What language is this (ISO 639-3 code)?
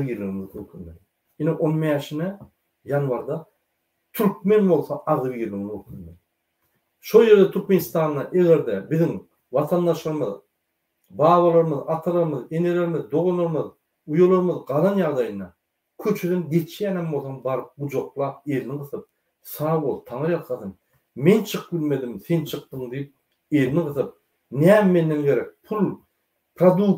tuk